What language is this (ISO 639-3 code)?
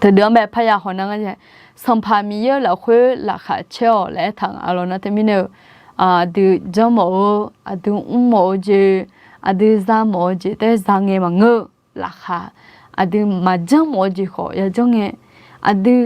ahk